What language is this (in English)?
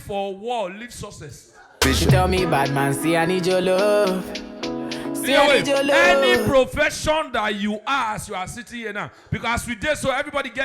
Nigerian Pidgin